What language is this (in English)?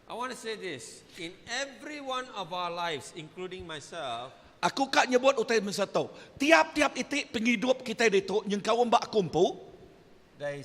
Iban